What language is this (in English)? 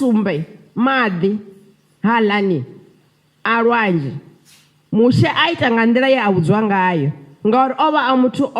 Venda